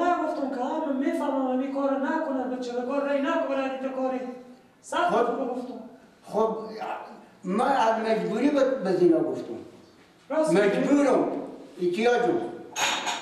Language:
Persian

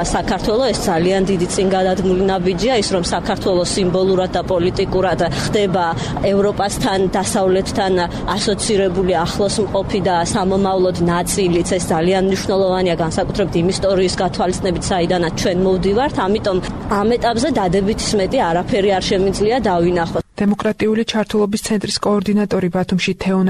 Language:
Georgian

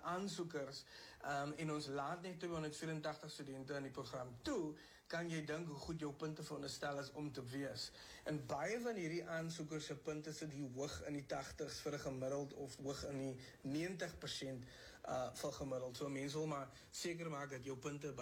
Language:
Afrikaans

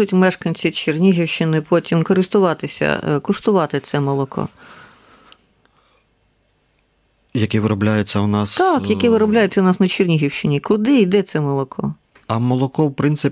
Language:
Ukrainian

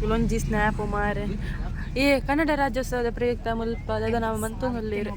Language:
Tulu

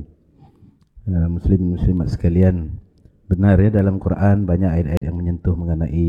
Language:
Malay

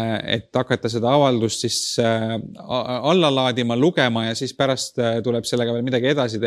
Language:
Estonian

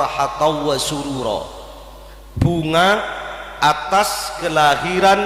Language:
Madurese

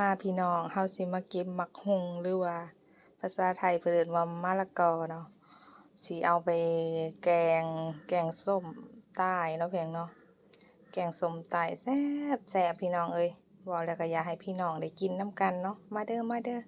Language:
Lao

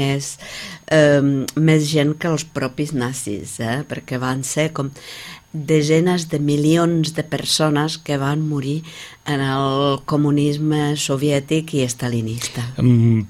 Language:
Catalan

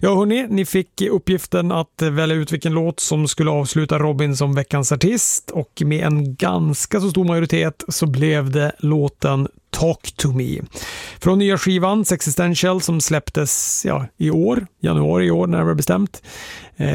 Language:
Swedish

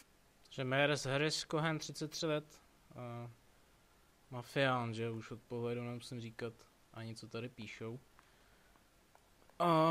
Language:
Czech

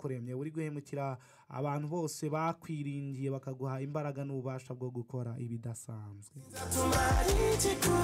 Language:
Kinyarwanda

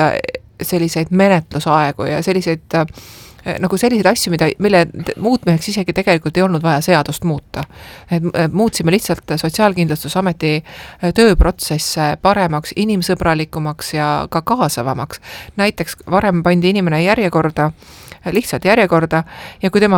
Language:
Estonian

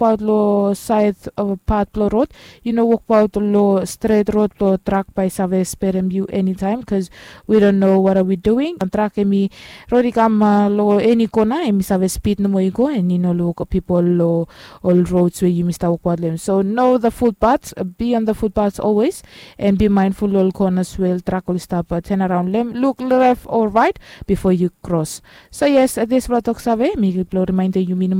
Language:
Bislama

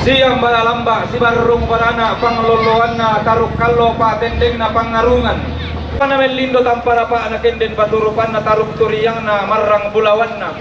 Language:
Toraja-Sa'dan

